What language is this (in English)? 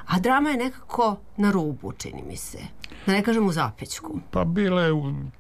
Serbian